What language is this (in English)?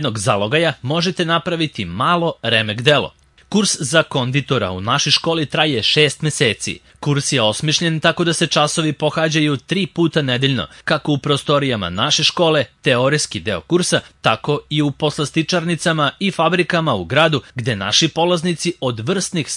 Serbian